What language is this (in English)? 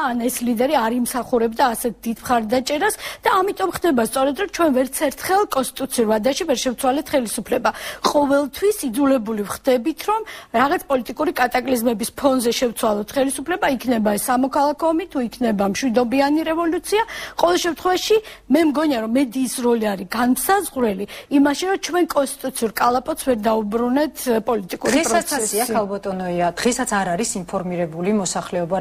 Georgian